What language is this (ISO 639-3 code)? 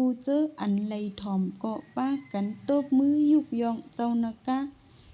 shn